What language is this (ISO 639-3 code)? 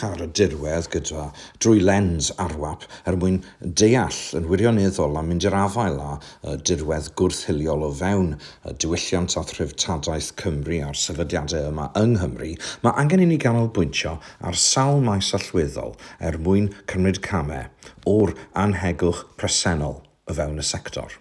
cym